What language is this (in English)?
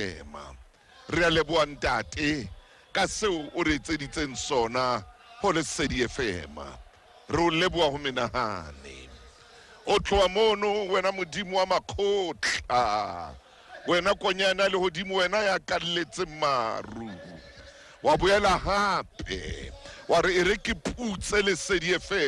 Southern Sotho